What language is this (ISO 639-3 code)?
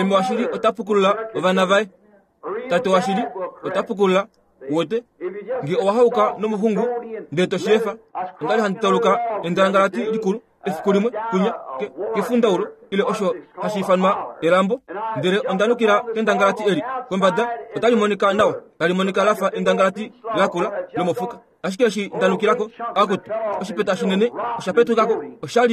kua